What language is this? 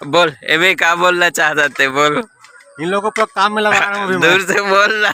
Chhattisgarhi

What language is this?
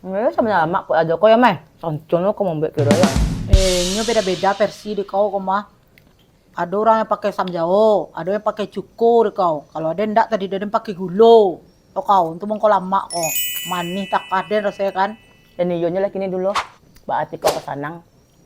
Minangkabau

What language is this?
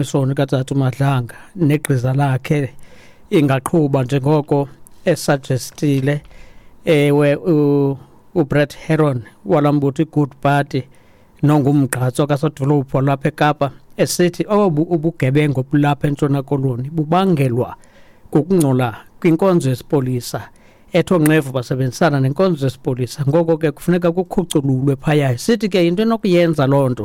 Xhosa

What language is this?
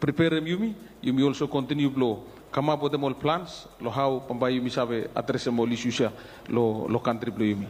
Bislama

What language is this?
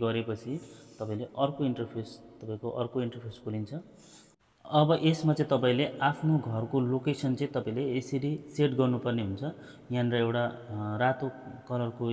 Nepali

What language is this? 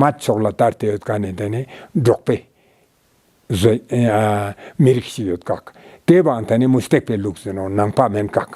Ladakhi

